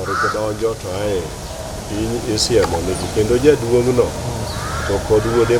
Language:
Luo (Kenya and Tanzania)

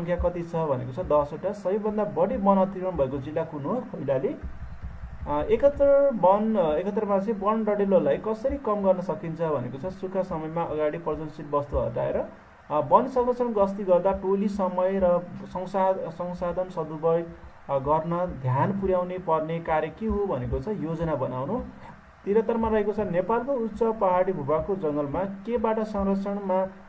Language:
Nepali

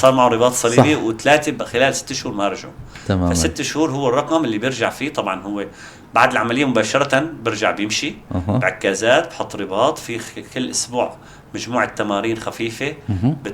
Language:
North Levantine Arabic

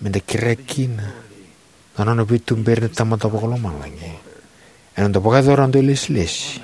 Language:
Fijian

